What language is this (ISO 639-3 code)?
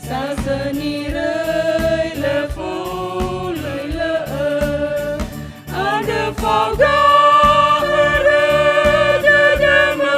nia